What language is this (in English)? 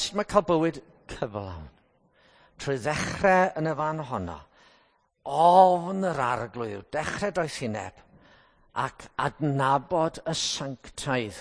Welsh